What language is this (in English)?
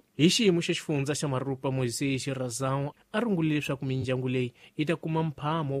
Tsonga